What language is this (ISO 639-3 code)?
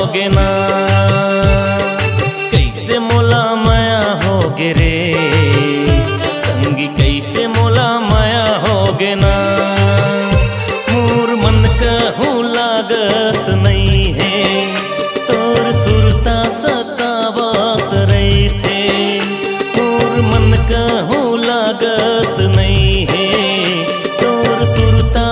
hne